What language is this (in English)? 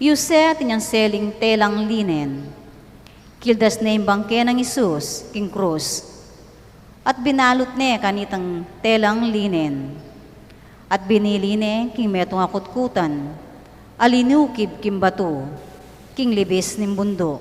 Pampanga